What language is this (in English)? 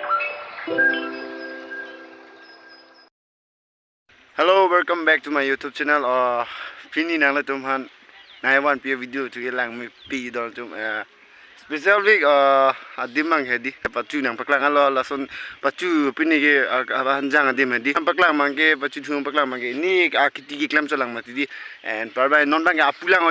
Karbi